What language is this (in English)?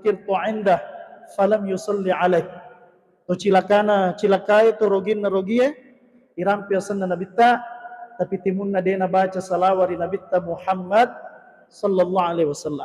Buginese